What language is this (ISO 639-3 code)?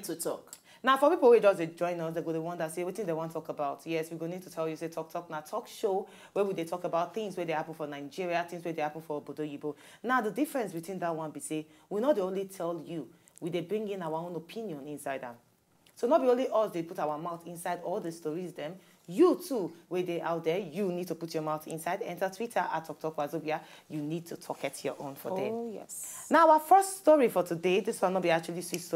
pcm